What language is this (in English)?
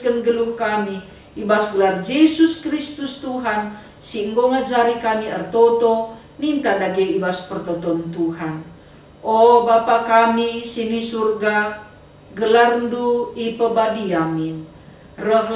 Batak Karo